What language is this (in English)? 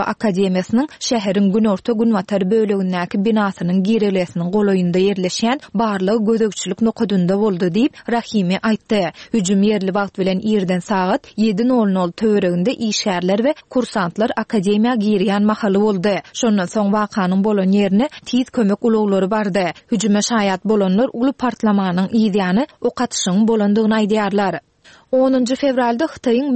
Turkmen